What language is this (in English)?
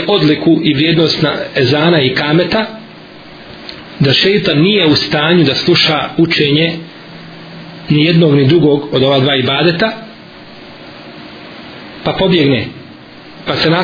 Bosnian